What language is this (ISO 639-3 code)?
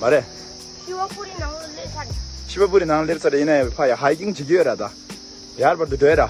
bod